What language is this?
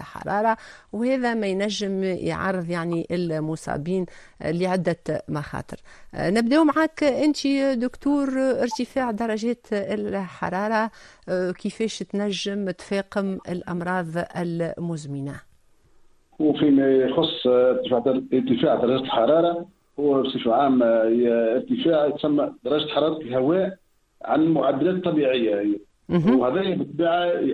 Tunisian Arabic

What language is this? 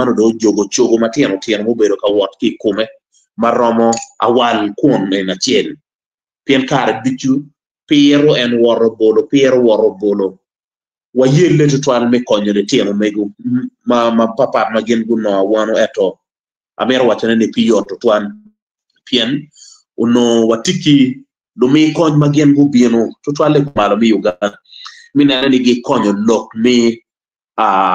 Acoli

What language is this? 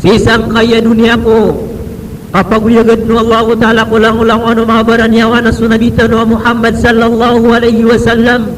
Maranao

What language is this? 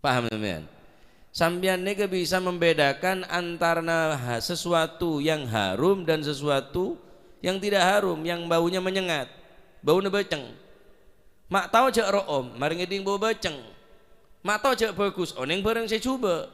Madurese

